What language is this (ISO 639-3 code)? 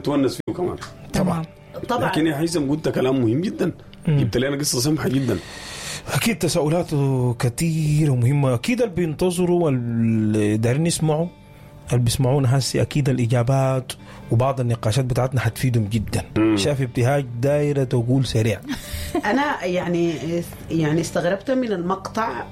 apd